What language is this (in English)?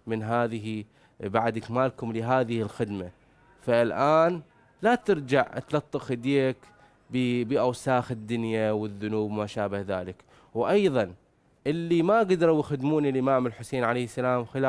Mesopotamian Arabic